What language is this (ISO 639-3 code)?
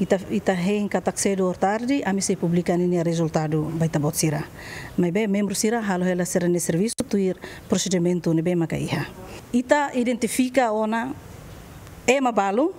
tet